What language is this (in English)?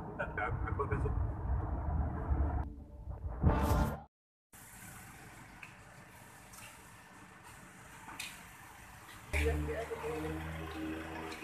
Malay